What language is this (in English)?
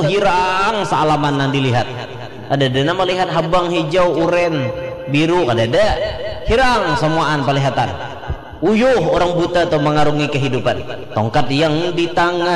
Banjar